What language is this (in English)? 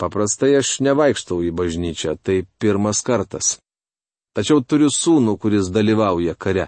Lithuanian